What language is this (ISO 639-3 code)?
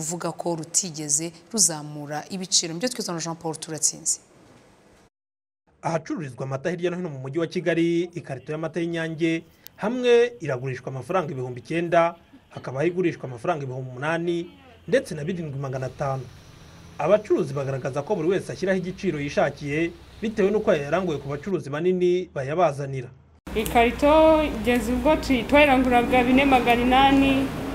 kin